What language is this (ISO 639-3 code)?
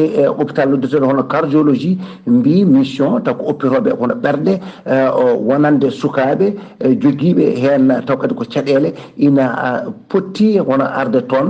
ful